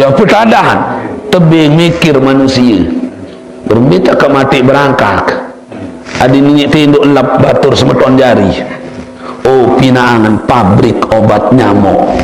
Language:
Sasak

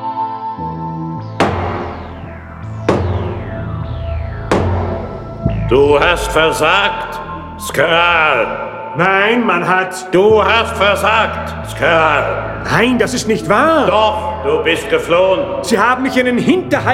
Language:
German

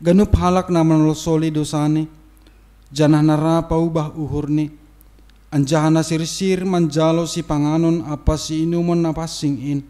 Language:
Batak Simalungun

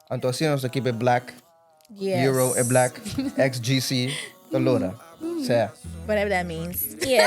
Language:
Papiamento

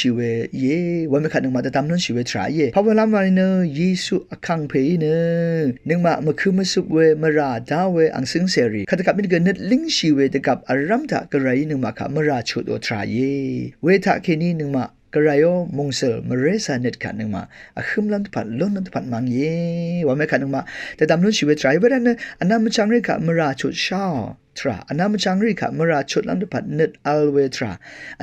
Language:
Rawang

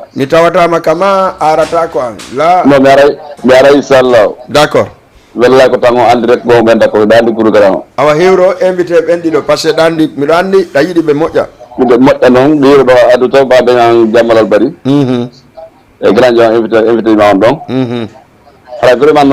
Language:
Fula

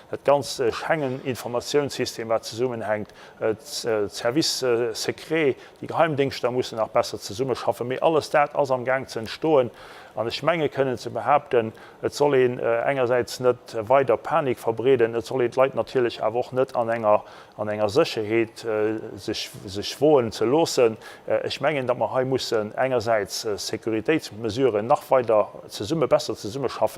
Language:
Luxembourgish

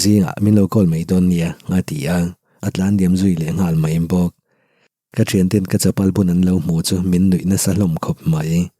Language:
Mizo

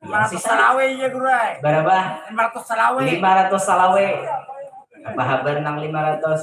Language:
Banjar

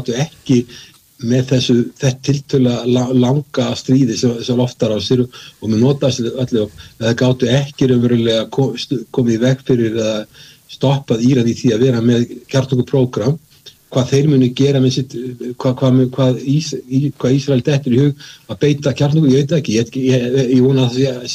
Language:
Icelandic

